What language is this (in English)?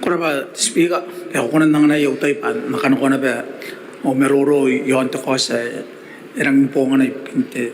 Gilbertese